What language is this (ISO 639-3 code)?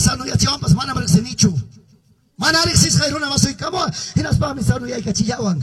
que